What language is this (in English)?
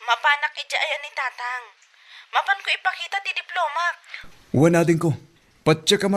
Iloko